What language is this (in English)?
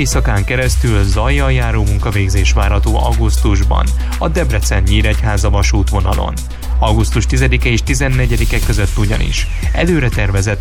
Hungarian